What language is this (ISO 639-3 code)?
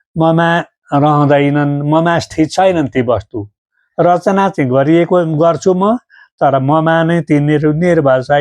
nep